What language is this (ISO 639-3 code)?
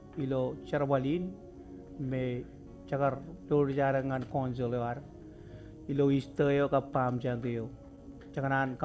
mah